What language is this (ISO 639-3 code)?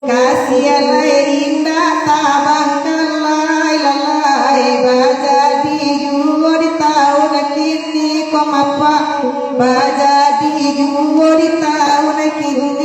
min